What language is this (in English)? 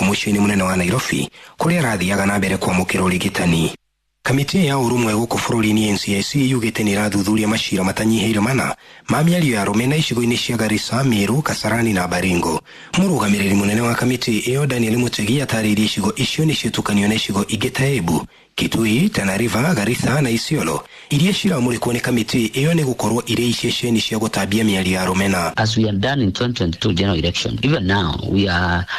Kikuyu